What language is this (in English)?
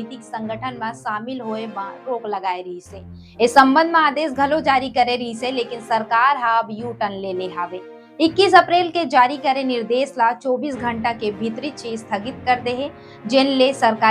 Chhattisgarhi